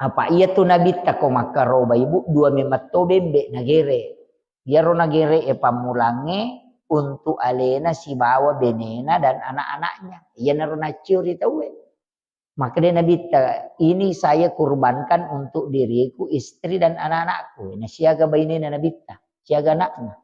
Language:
Buginese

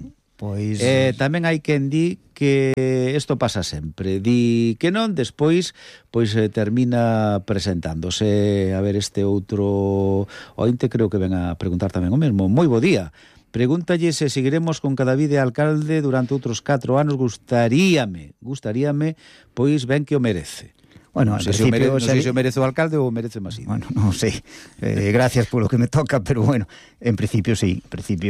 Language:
Galician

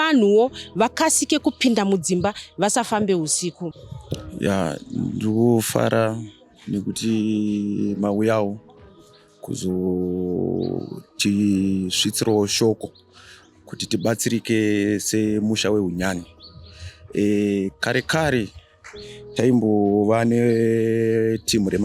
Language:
Shona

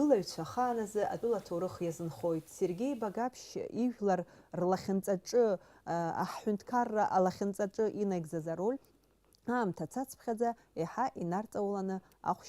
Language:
Abkhazian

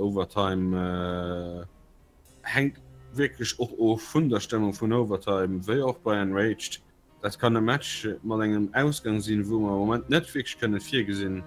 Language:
Luxembourgish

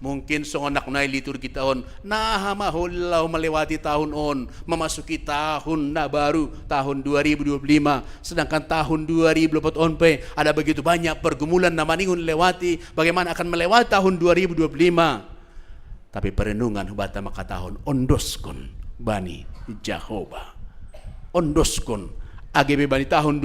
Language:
Batak Simalungun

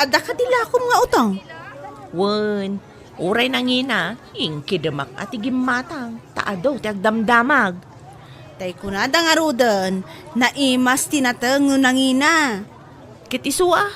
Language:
Iloko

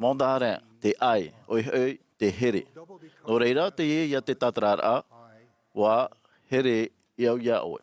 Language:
Tahitian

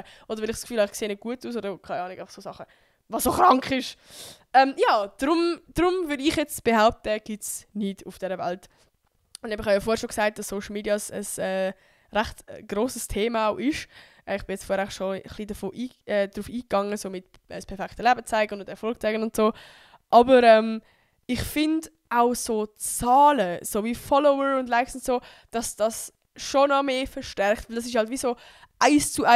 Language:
Swiss German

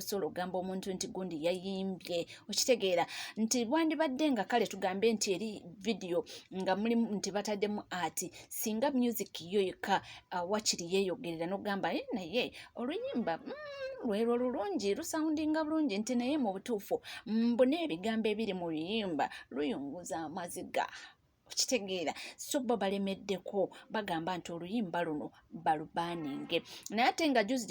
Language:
Ganda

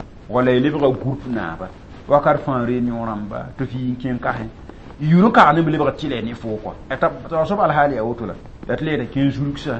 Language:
Mossi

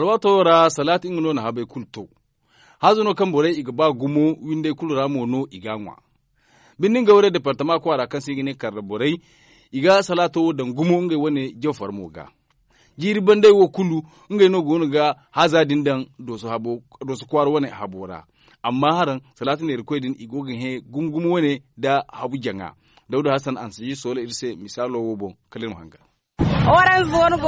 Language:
Zarma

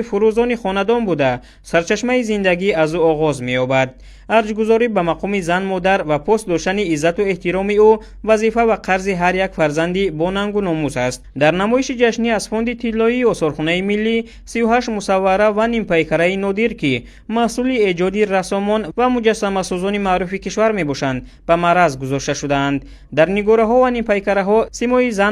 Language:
Tajik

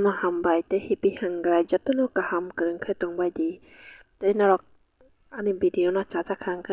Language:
Kok Borok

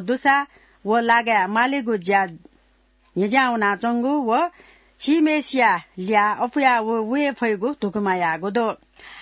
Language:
Newari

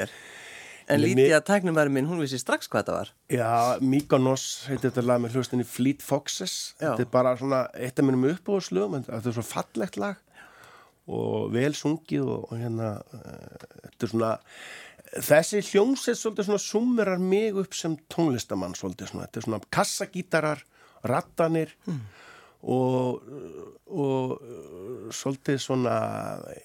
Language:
Icelandic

